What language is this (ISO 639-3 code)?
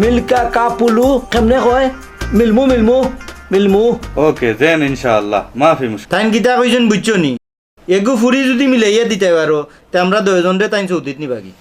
syl